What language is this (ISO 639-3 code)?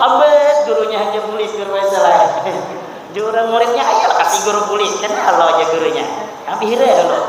bjn